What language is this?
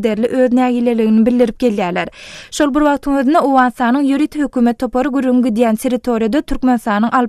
Turkmen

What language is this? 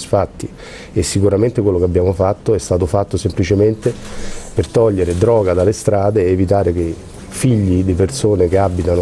Italian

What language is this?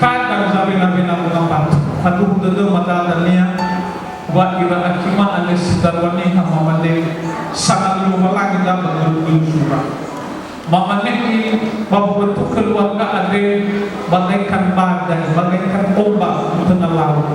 Nias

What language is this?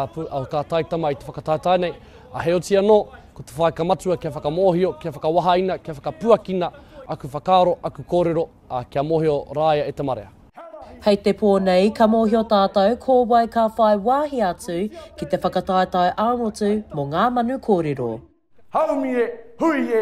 Māori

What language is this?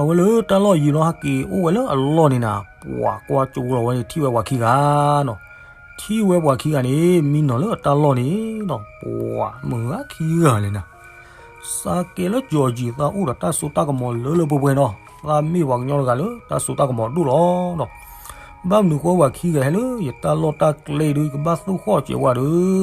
S'gaw Karen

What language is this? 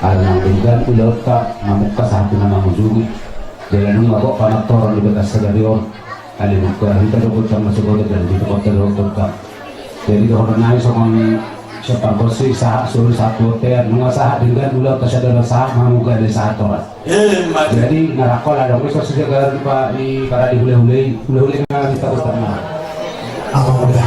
Batak Toba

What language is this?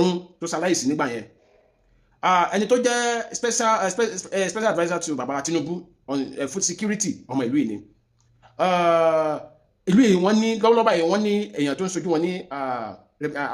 Yoruba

